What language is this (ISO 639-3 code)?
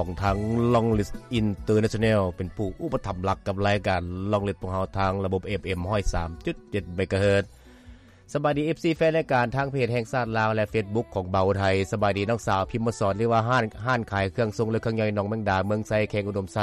lao